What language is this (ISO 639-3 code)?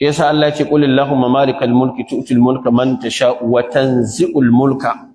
hau